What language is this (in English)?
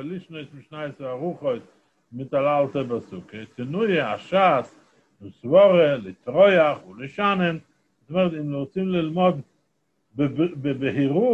Hebrew